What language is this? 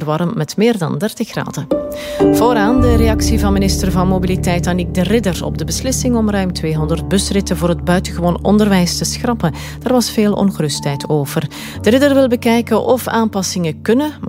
Dutch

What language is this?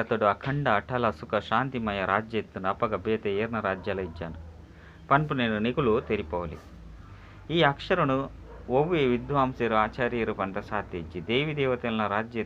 Tulu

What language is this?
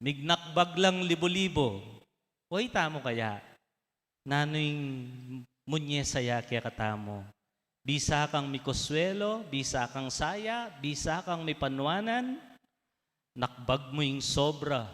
Pampanga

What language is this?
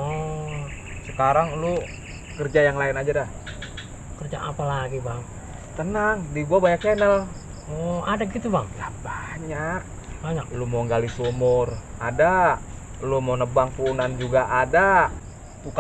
Betawi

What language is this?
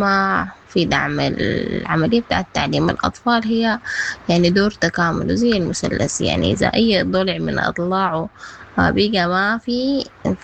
Sudanese Arabic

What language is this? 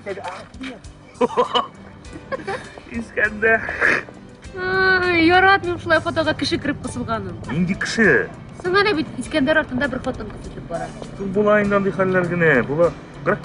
Tatar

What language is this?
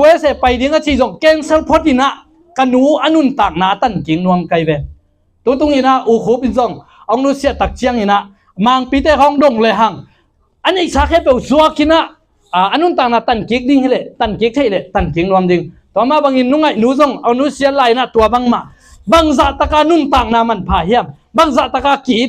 Tedim Chin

